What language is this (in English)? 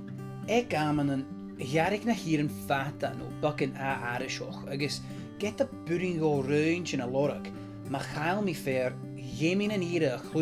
Scottish Gaelic